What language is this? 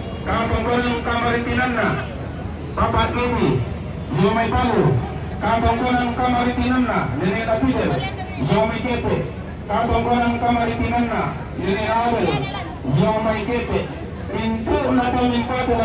Toraja-Sa'dan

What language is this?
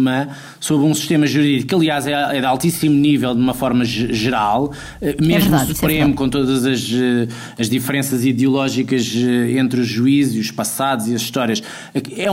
Portuguese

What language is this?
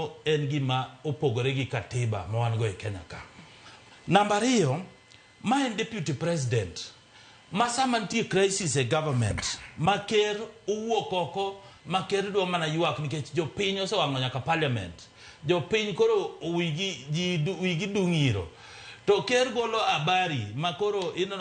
Luo (Kenya and Tanzania)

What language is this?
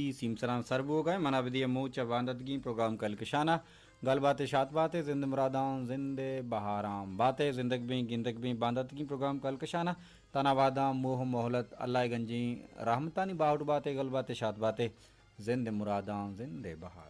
Baluchi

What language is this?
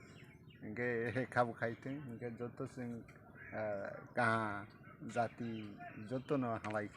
Kok Borok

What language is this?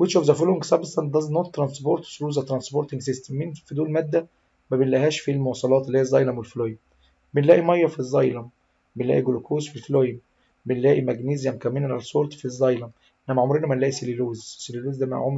Egyptian Arabic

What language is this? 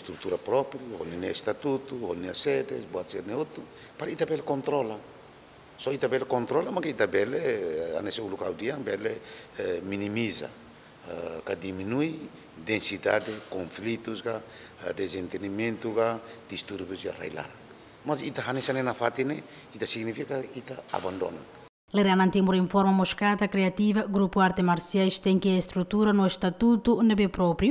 Tetum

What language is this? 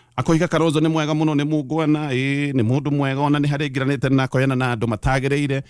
Kikuyu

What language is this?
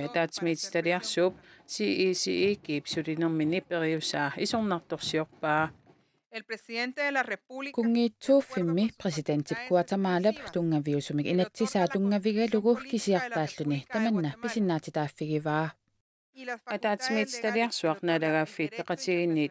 Kalaallisut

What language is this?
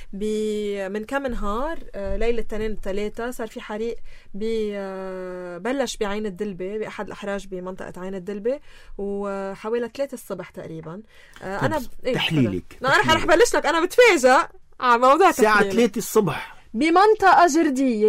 North Levantine Arabic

